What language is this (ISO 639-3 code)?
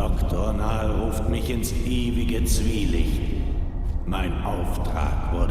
gsw